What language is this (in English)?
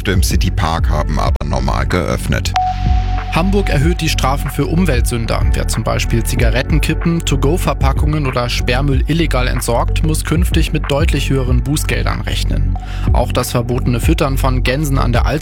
German